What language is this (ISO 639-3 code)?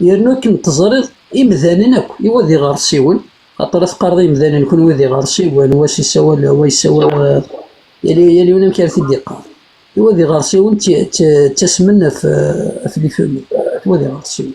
kab